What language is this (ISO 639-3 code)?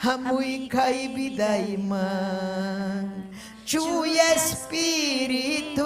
quy